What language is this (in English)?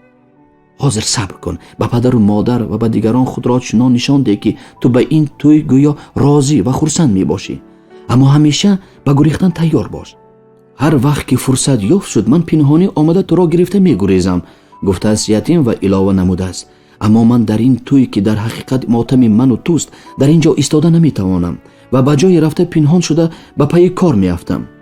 Tajik